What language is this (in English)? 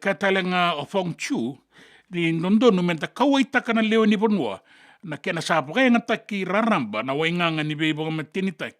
Fijian